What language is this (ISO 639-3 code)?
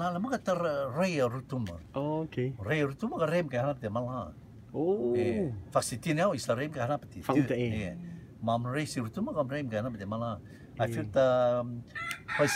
rtm